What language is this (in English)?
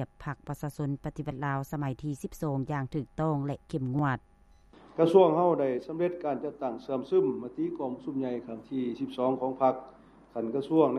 Lao